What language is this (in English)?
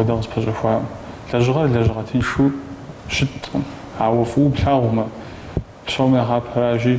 Kabardian